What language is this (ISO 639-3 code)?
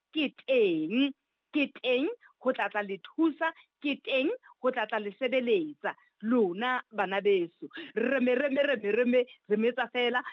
sot